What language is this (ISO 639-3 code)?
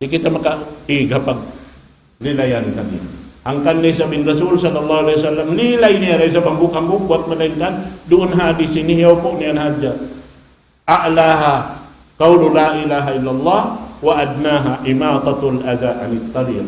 tsg